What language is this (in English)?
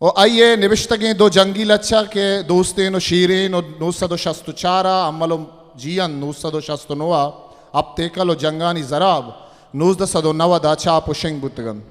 Eastern Balochi